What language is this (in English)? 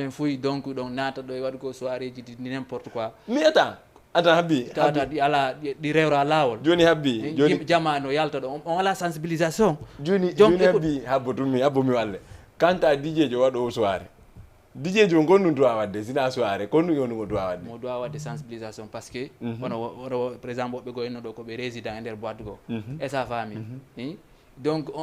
Fula